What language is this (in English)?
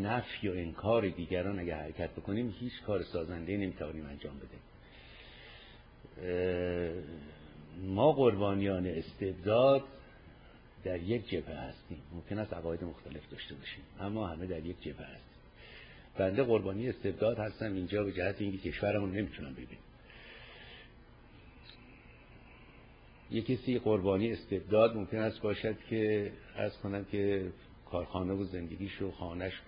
Persian